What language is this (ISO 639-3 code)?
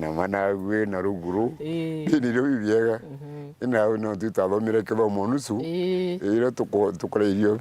mer